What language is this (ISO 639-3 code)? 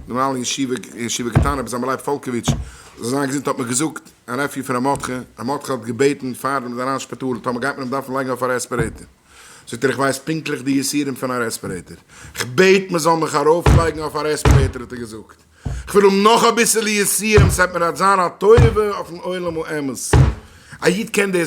yid